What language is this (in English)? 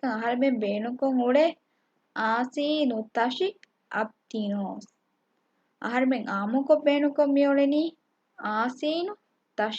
Divehi